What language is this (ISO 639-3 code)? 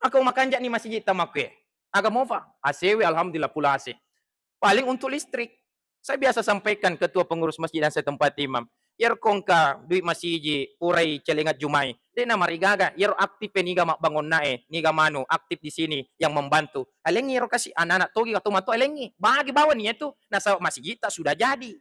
bug